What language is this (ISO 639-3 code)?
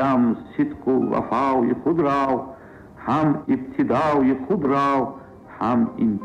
tgk